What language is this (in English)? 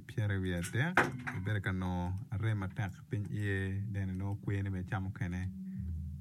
Acoli